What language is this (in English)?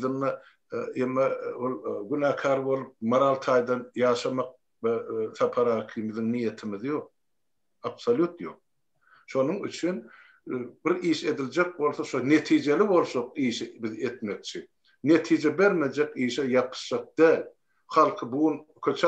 Turkmen